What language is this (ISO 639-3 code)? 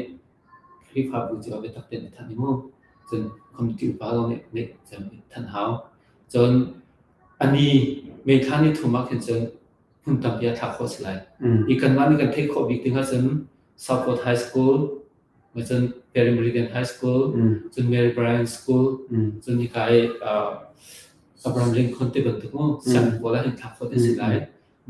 cnh